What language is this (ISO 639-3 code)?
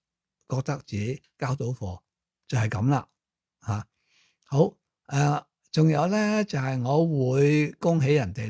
yue